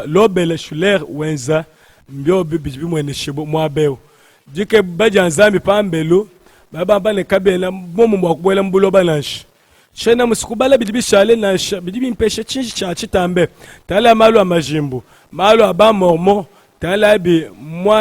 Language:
Luba-Lulua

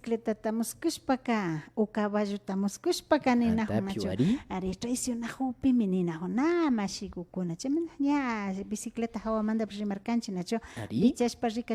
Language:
Imbabura Highland Quichua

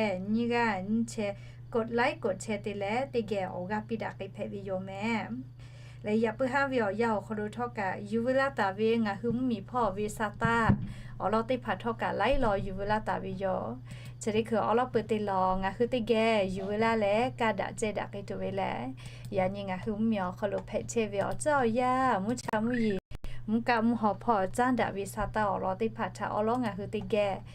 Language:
Lahu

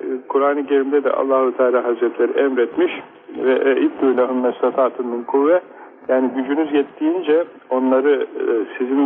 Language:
Turkish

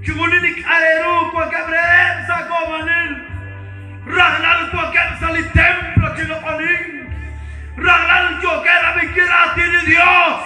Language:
Kekchí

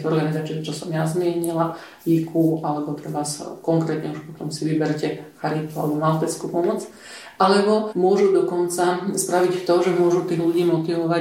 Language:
Slovak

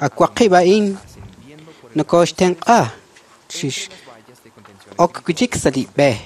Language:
Kekchí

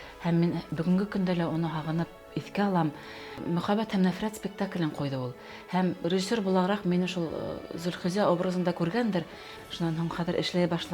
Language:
Bashkir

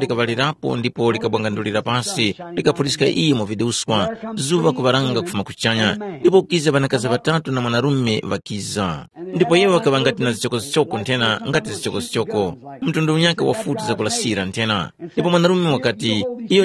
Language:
Tumbuka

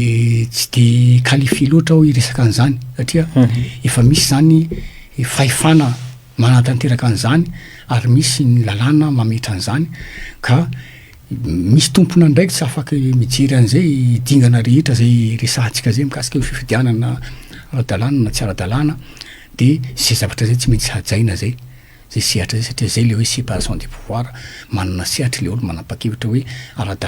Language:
Malagasy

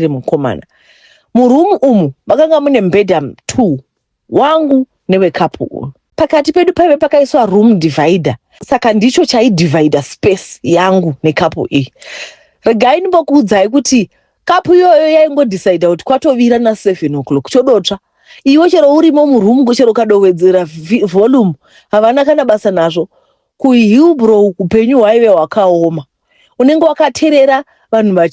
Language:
Shona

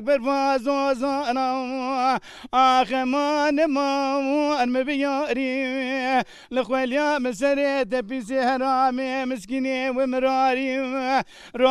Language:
Zaza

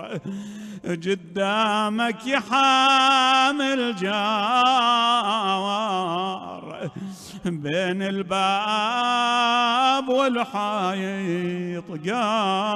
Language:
Mesopotamian Arabic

